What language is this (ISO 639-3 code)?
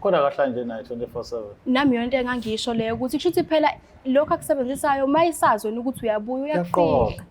zul